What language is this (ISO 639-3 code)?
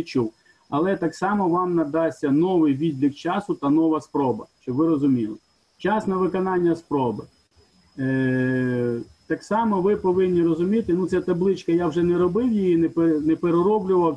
ukr